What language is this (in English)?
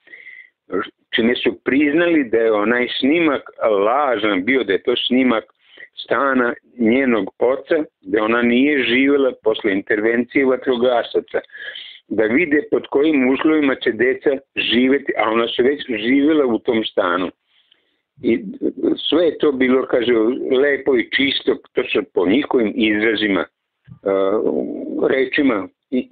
Serbian